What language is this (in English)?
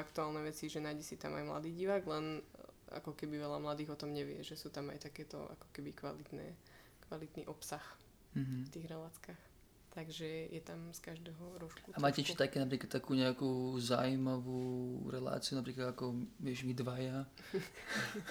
Slovak